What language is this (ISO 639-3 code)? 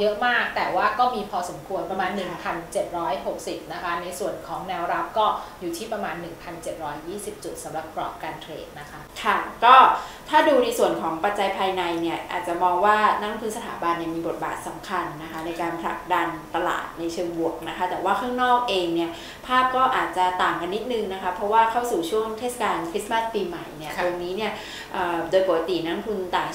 tha